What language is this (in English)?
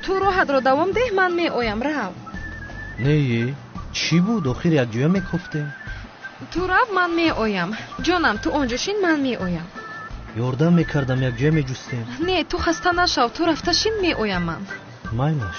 Tajik